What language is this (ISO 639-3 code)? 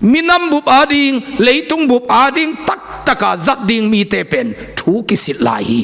ctd